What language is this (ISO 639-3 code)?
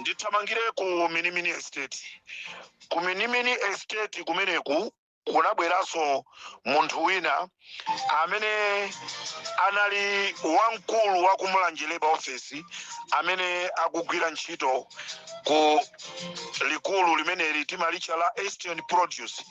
nya